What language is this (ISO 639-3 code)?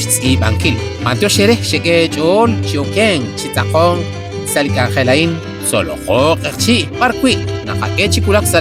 kek